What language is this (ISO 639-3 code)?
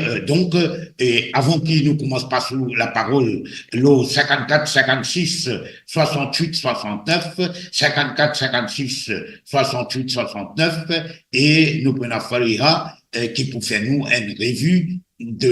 mfe